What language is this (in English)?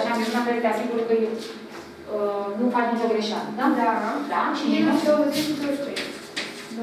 Romanian